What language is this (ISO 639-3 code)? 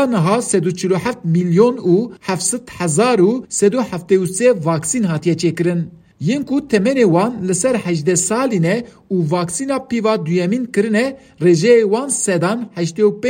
kur